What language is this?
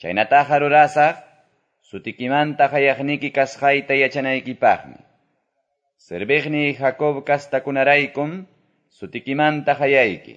Quechua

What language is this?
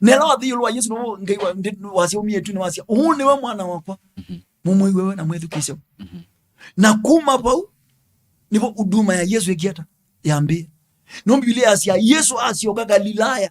Kamba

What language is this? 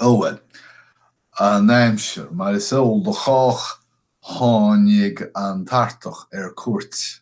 Irish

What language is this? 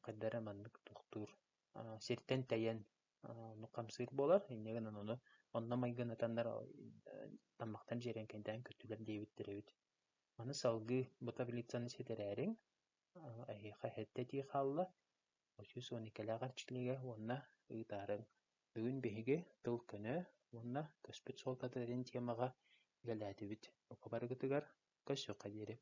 Yakut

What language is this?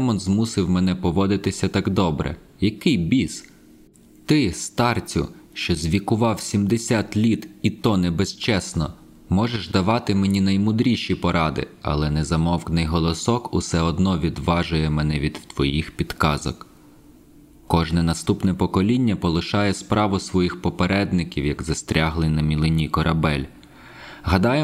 Ukrainian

